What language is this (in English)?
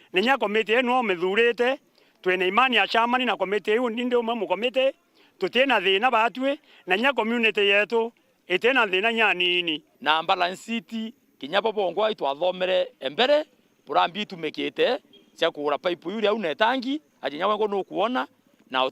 Meru